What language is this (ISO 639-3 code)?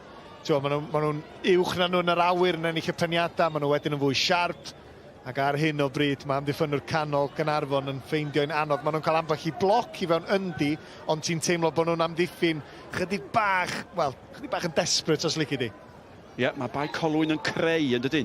cym